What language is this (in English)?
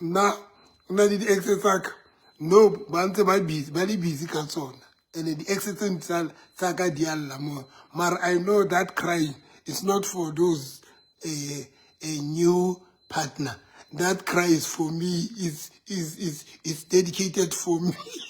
Southern Sotho